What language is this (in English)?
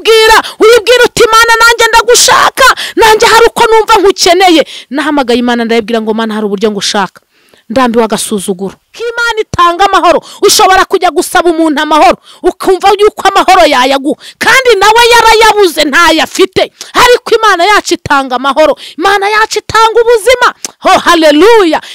Kinyarwanda